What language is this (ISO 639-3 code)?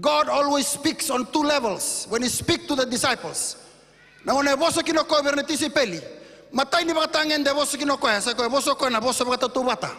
fij